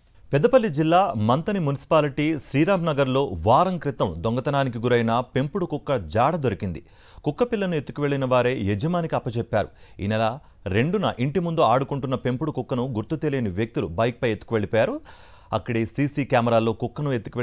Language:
Telugu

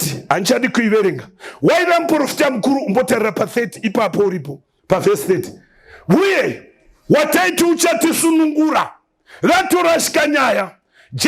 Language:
Shona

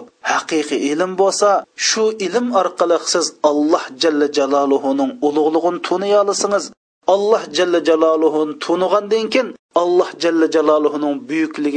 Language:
Uyghur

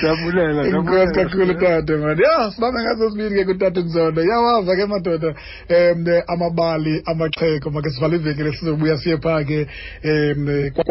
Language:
Xhosa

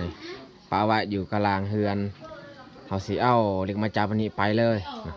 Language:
Lao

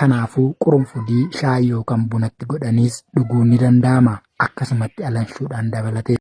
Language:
Oromo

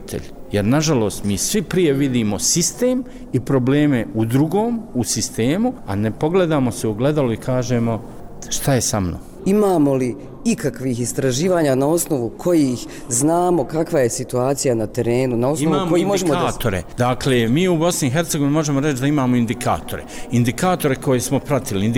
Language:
Bosnian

